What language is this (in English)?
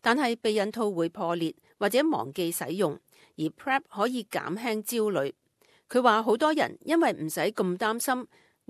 Cantonese